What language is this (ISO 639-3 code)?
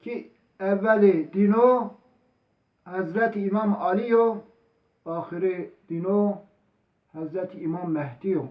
zza